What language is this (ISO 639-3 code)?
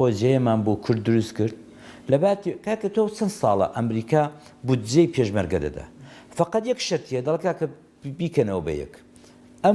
ckb